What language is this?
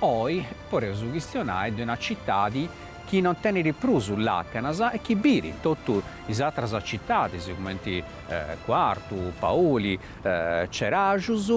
Sardinian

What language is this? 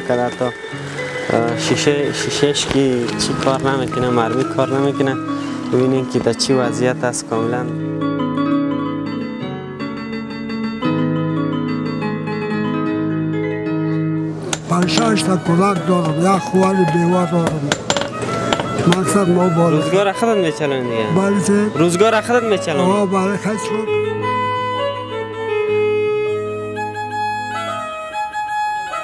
Persian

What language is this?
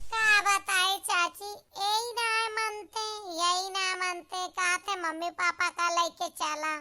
Awadhi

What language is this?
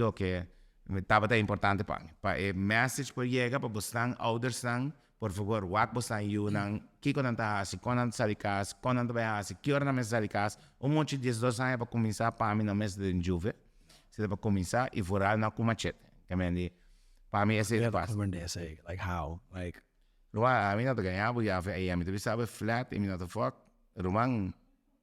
Papiamento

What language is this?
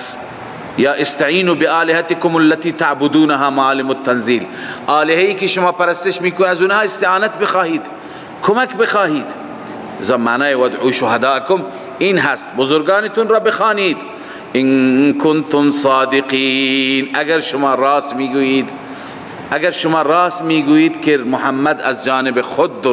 Persian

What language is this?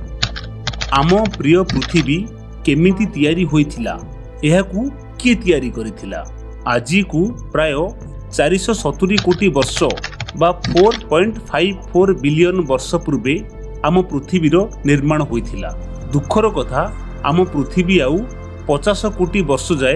Odia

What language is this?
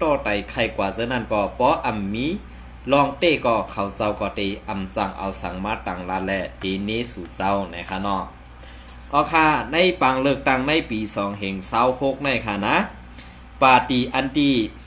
Shan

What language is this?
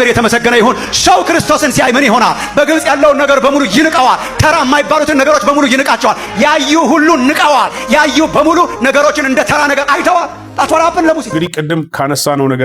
Amharic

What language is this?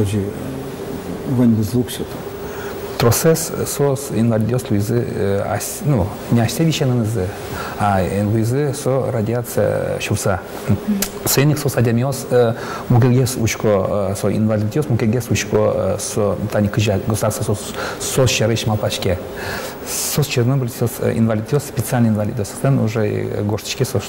Udmurt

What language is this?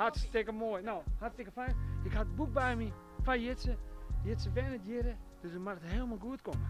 Western Frisian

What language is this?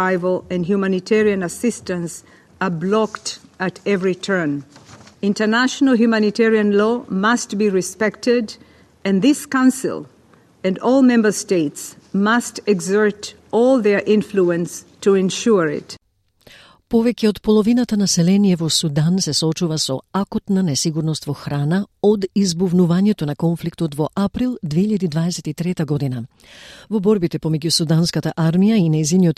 Macedonian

